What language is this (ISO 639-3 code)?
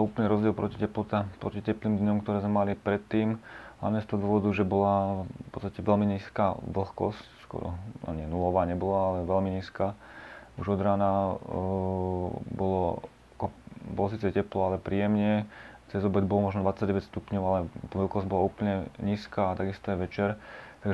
slk